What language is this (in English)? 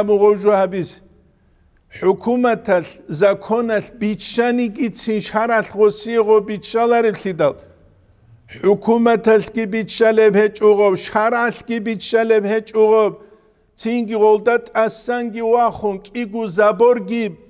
Avaric